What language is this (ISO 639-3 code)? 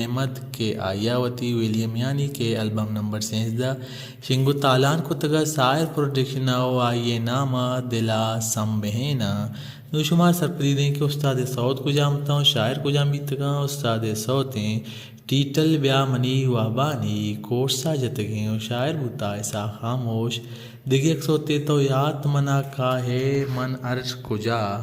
bal